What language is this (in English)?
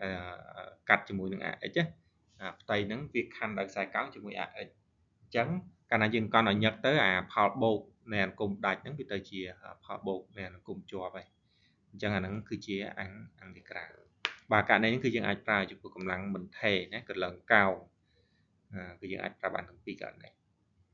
Khmer